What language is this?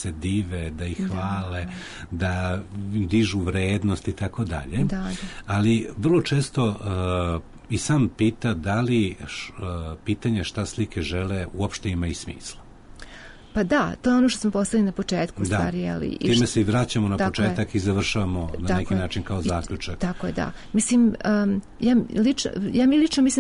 Serbian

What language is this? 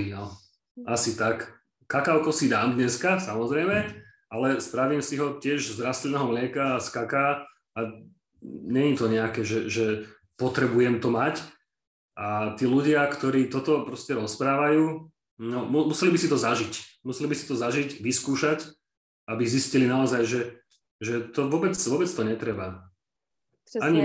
Slovak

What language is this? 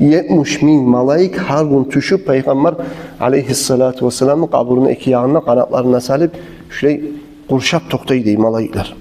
Kumyk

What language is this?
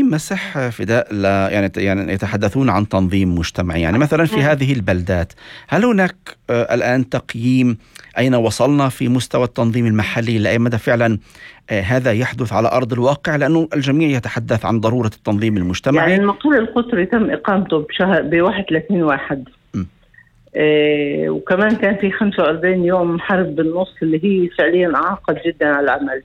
North Levantine Arabic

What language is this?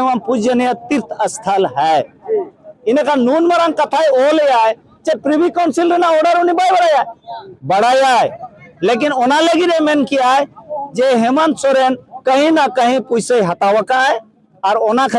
Santali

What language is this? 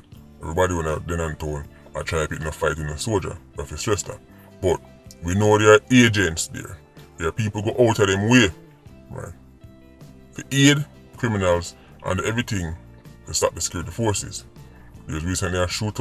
Jamaican Creole English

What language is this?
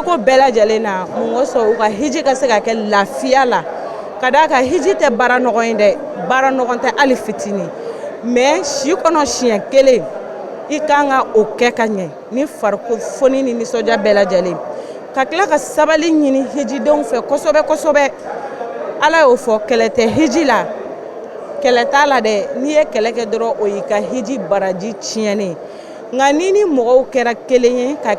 Bambara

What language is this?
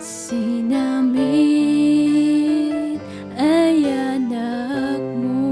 Kankanaey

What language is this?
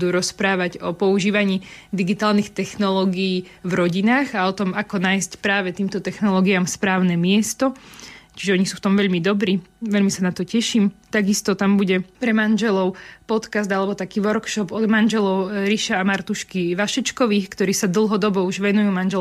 Slovak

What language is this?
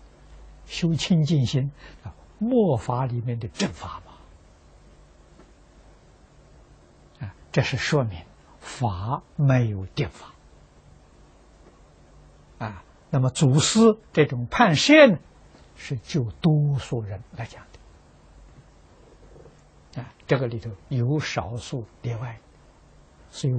Chinese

